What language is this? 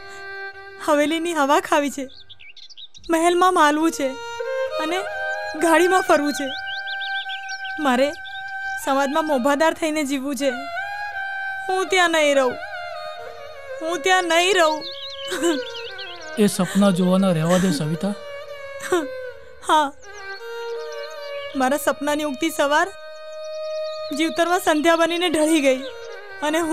Gujarati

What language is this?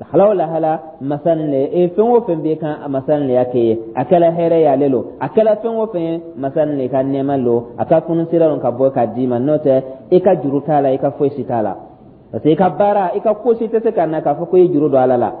Dyula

